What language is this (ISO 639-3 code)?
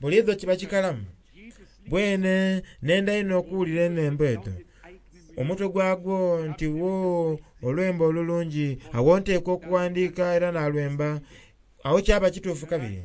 xog